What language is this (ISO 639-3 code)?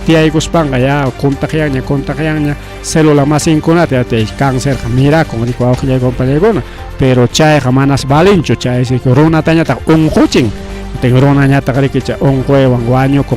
quy